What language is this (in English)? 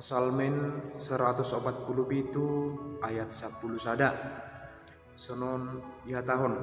Batak Simalungun